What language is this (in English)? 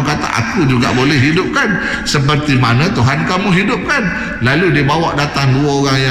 Malay